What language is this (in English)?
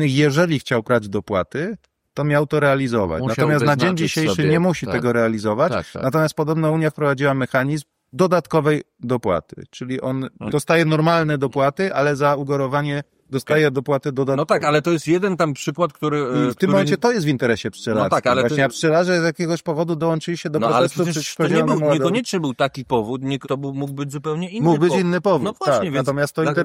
Polish